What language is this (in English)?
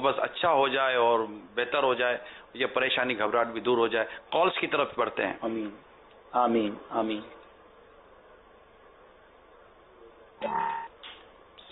Urdu